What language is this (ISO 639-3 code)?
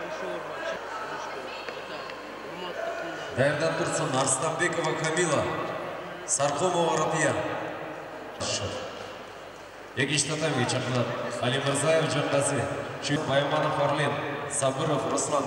kaz